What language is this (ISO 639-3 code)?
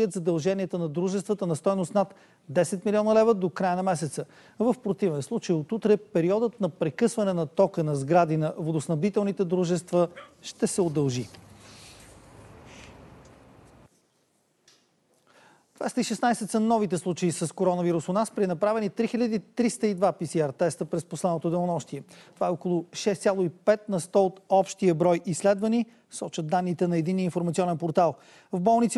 bul